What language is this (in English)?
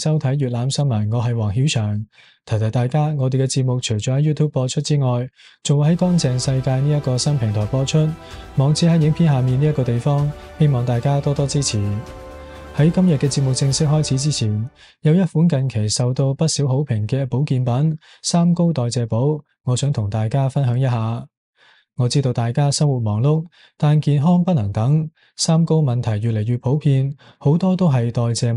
Cantonese